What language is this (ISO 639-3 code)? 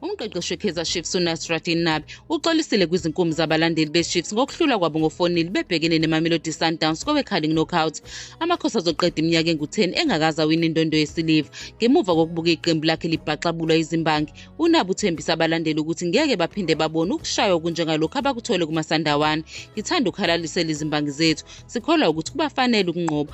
zul